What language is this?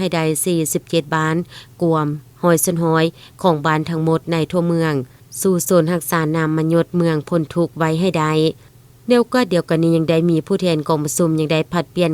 Lao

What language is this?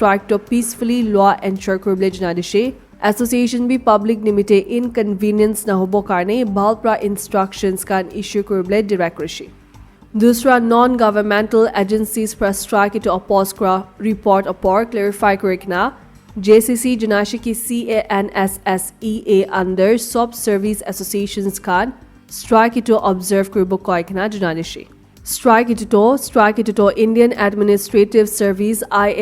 Naga Pidgin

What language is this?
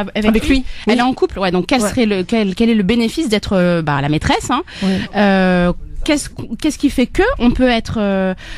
French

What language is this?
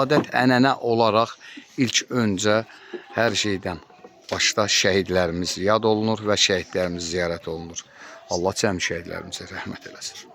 Azerbaijani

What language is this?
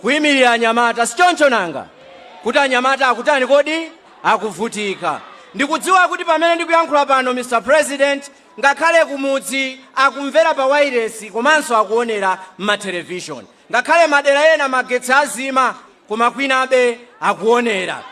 Nyanja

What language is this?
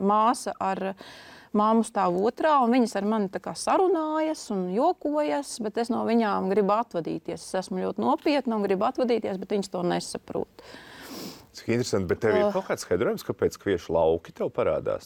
Latvian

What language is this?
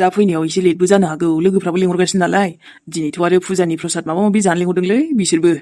Bodo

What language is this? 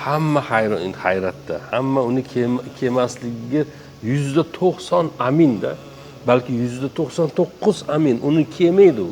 Uzbek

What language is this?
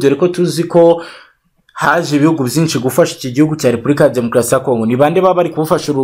Kinyarwanda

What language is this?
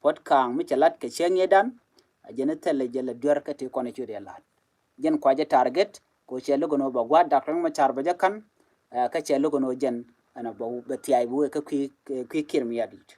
Nuer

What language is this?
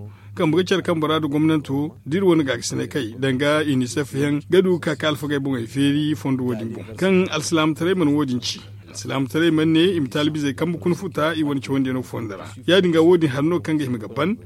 Zarma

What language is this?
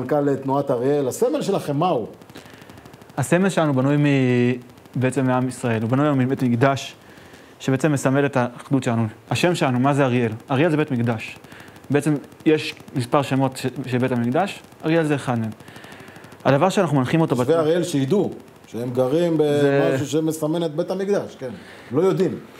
Hebrew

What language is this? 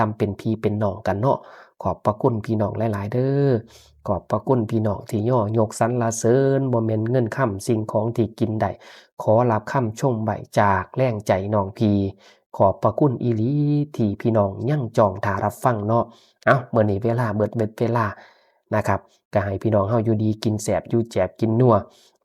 Northeastern Thai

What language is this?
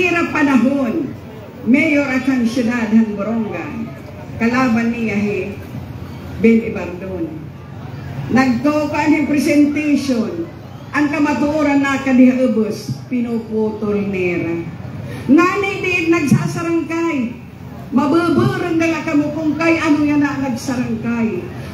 Waray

